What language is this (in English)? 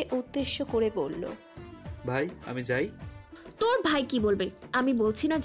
Bangla